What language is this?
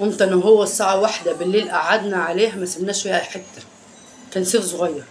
Egyptian Arabic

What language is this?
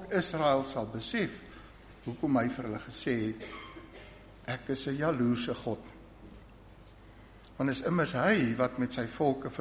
Afrikaans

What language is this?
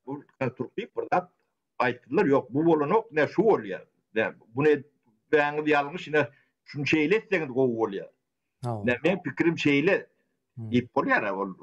Turkmen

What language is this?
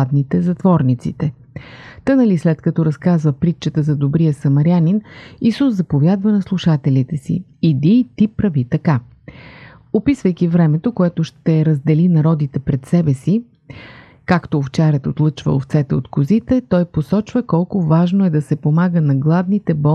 Bulgarian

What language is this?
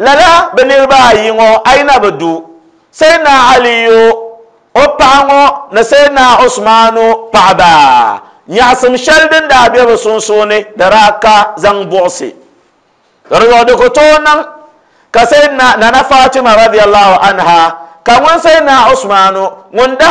Dagbani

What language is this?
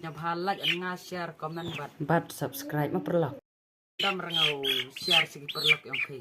Khasi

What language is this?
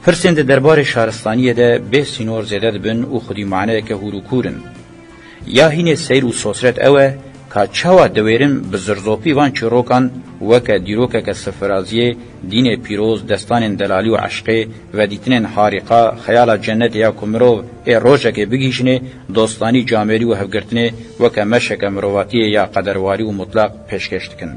Kurdish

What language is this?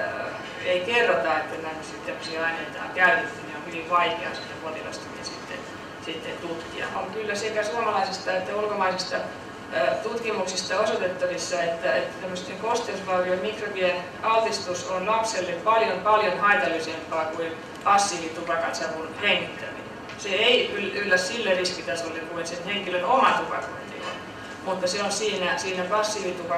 Finnish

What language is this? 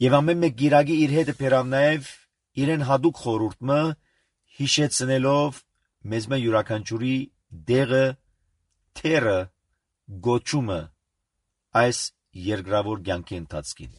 Armenian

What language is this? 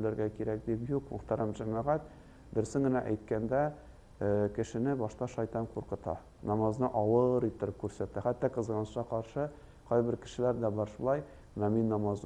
Tatar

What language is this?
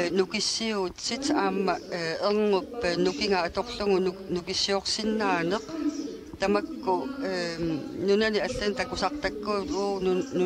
Kalaallisut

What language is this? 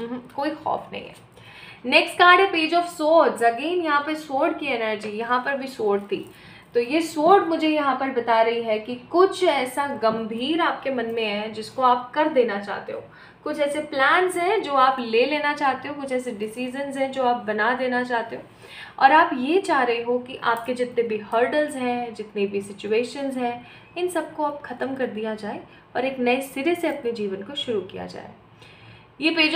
Hindi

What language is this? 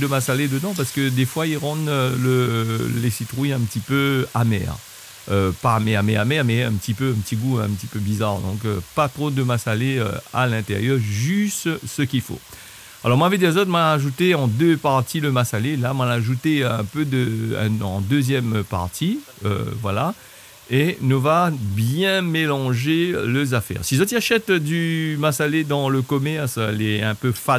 Réunion Creole French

